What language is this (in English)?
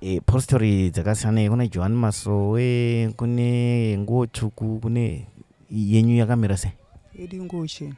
Shona